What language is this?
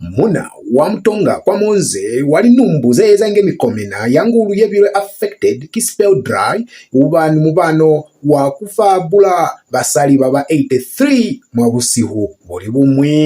Lozi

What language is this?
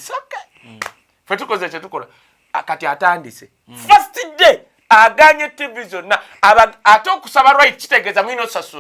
Ganda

